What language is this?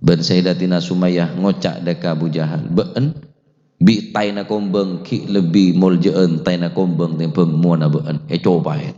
Madurese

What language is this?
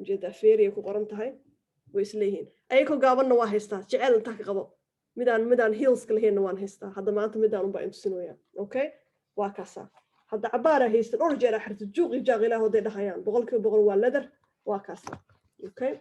Somali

